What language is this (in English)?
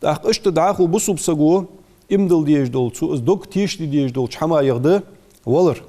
Ingush